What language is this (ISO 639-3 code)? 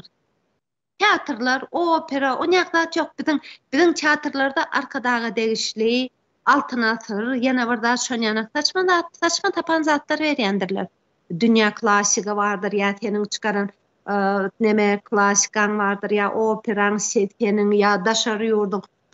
tuk